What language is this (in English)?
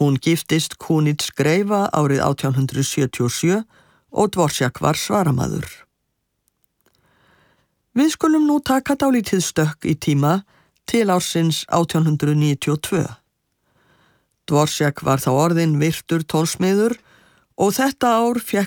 Icelandic